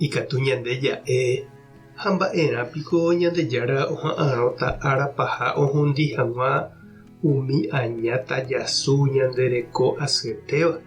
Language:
Guarani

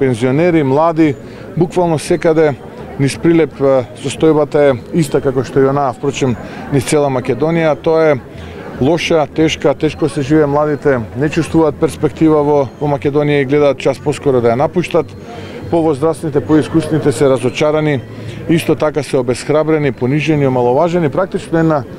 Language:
Macedonian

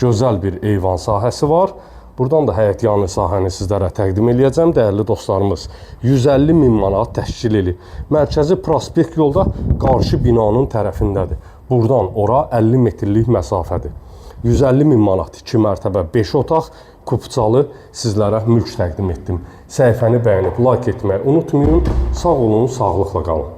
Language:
Azerbaijani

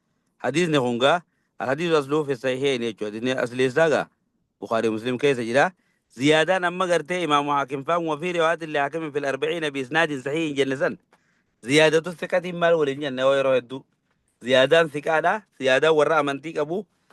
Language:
Oromo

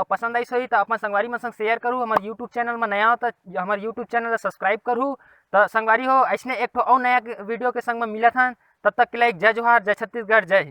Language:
Chhattisgarhi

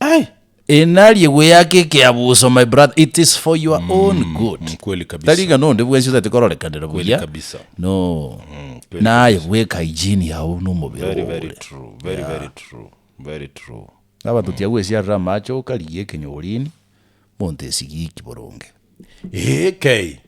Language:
Gusii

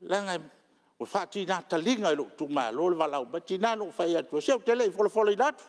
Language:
Samoan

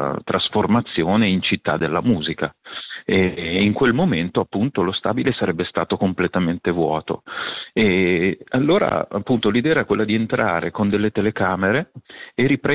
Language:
Italian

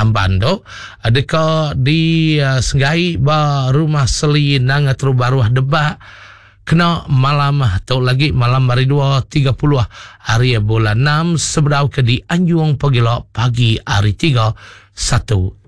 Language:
Iban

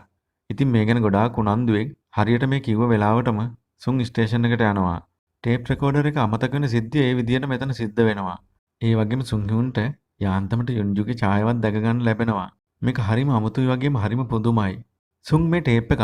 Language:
Sinhala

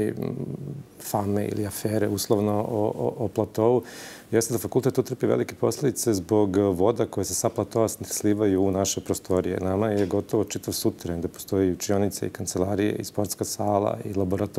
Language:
Serbian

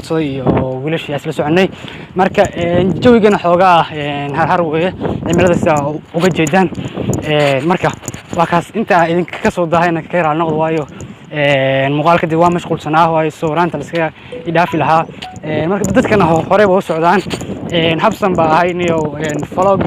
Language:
Somali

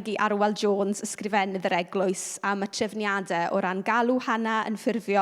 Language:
Welsh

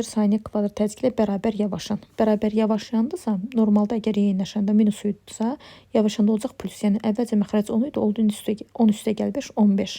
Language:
Azerbaijani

